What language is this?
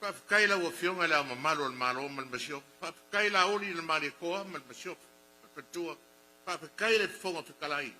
Samoan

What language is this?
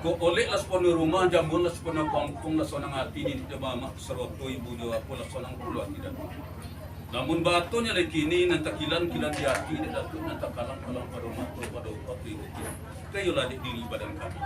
Minangkabau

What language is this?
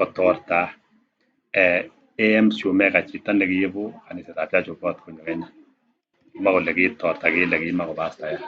Kalenjin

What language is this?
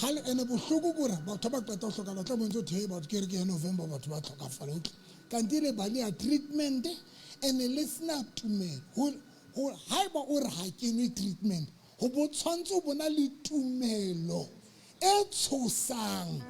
Southern Sotho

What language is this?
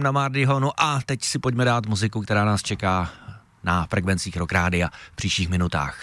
Czech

